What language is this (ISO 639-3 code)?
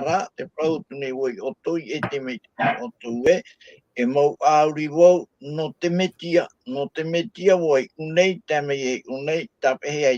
tah